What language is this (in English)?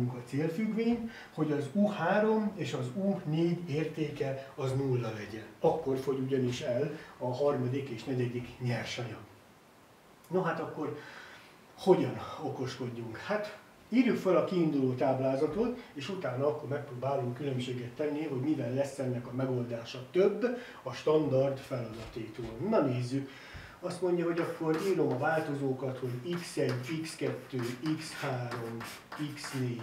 Hungarian